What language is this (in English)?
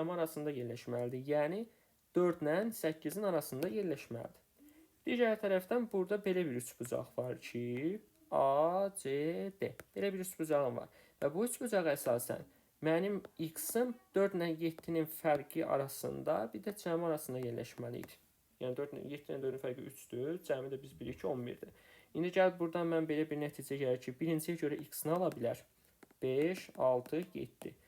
Azerbaijani